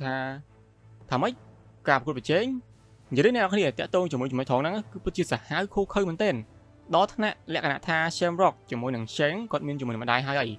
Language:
Khmer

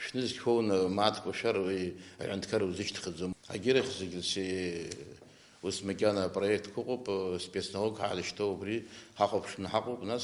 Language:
Abkhazian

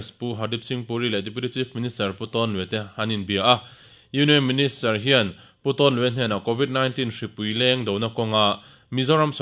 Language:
Mizo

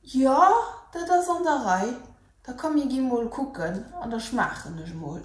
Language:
Luxembourgish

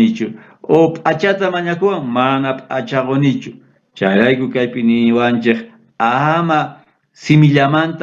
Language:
South Bolivian Quechua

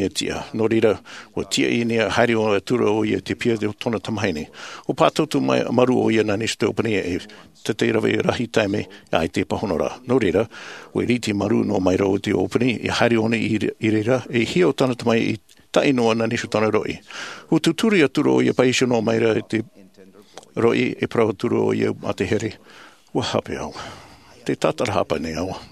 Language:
Tahitian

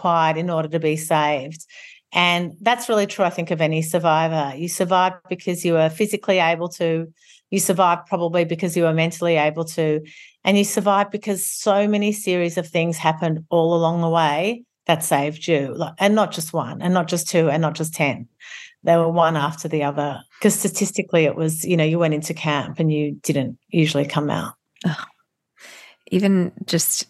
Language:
English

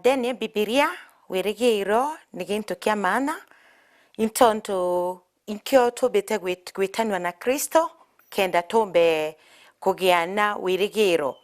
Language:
Meru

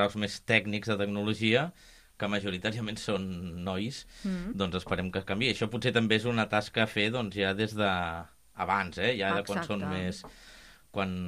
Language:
Catalan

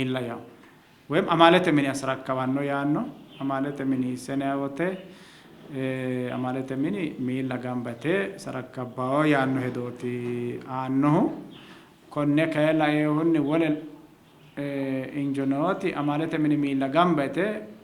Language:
Sidamo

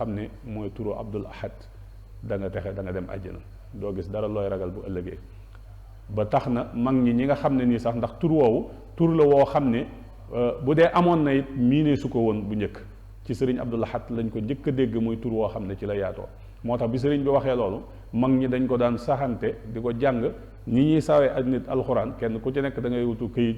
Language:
Wolof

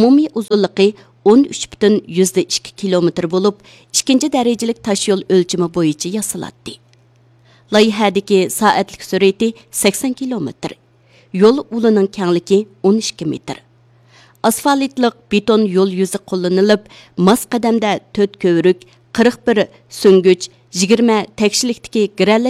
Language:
Uyghur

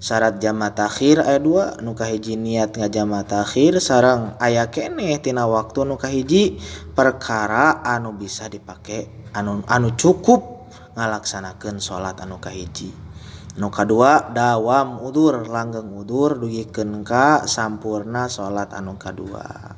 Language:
Sundanese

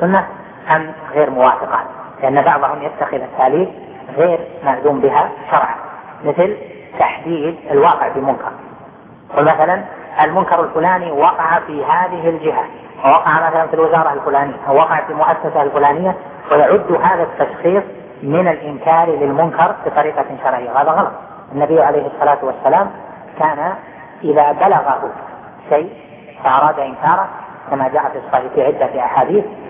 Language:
Arabic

